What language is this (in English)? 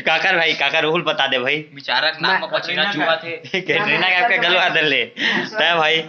Chhattisgarhi